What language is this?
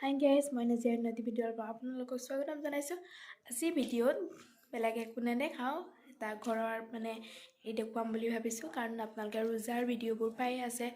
Assamese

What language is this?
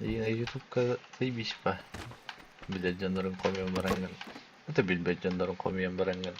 Yakut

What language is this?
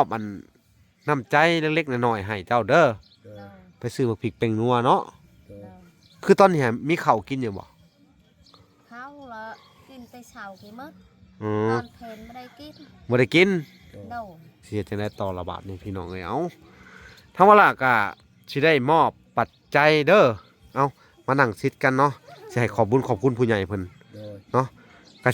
Lao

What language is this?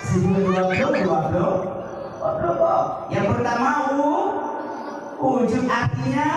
Achinese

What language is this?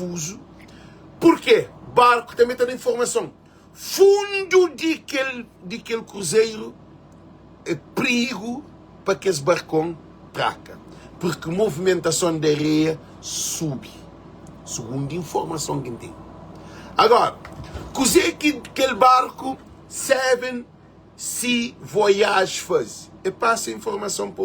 Kabuverdianu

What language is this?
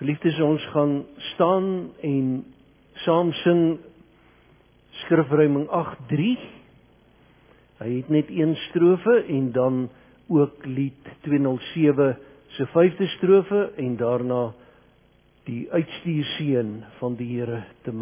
Afrikaans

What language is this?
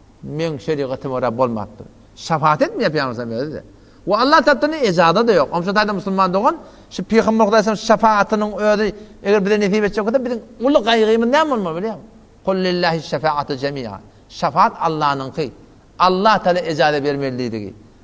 Turkmen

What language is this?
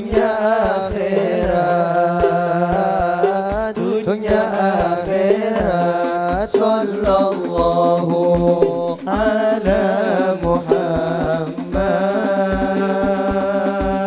Madurese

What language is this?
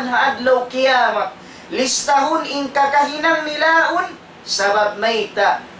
Tausug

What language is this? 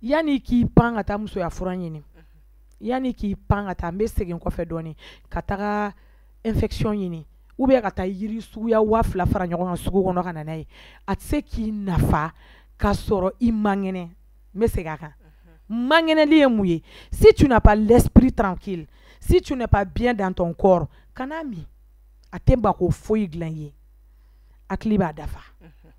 Bambara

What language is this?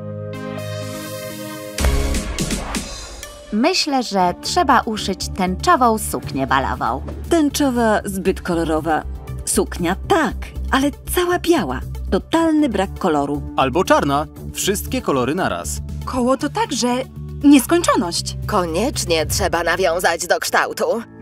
Polish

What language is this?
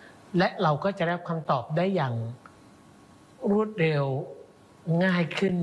Thai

